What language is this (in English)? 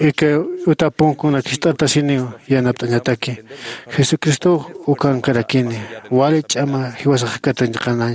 Aymara